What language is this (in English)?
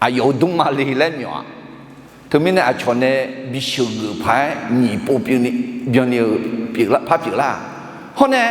Akha